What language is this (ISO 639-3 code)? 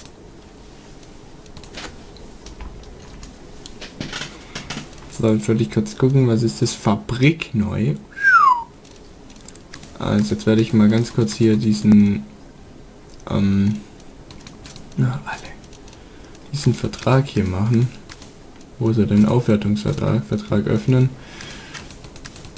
deu